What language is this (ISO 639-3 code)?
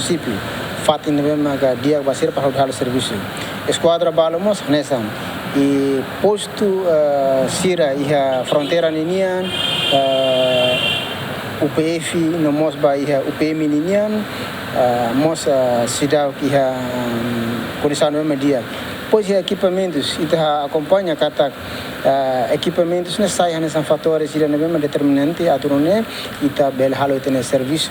tet